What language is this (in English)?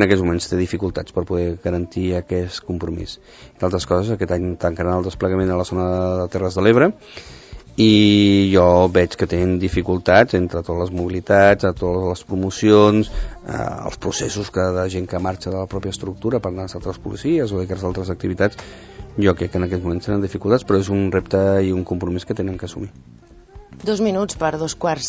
Catalan